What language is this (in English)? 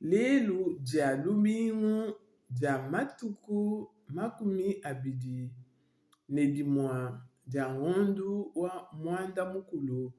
Luba-Lulua